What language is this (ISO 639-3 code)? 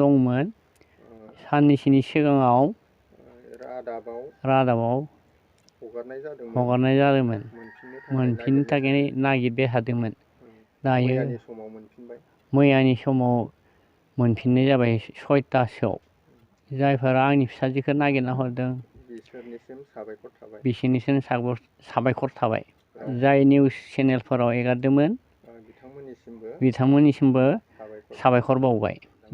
brx